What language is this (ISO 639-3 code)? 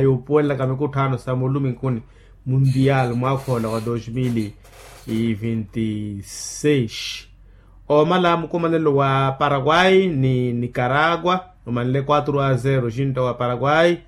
vmw